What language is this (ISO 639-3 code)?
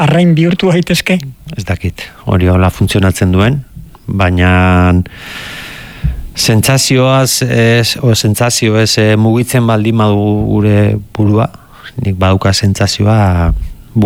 eus